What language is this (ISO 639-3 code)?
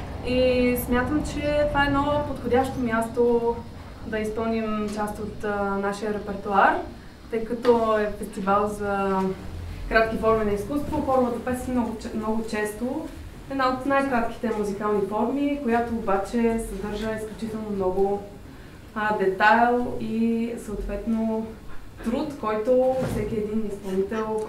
bul